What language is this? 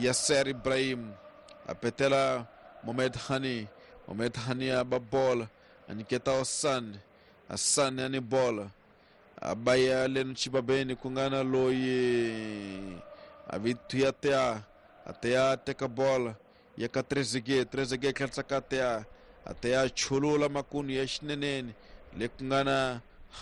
Tsonga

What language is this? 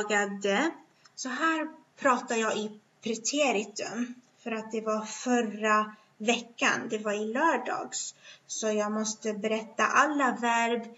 Swedish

